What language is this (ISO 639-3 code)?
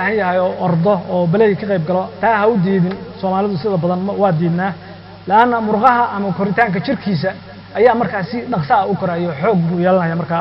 som